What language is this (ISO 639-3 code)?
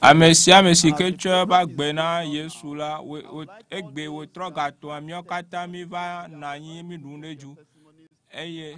ewe